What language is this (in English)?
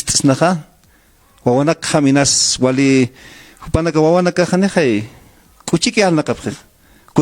Aymara